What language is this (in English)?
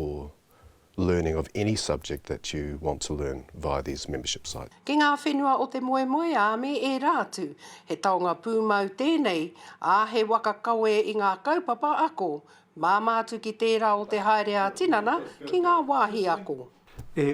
Māori